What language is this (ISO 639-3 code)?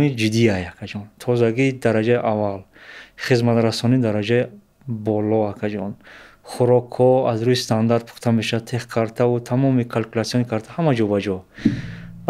tgk